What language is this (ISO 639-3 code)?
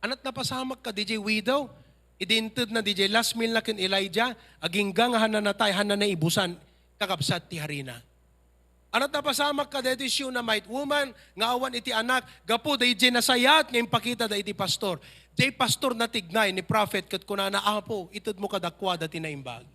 ilo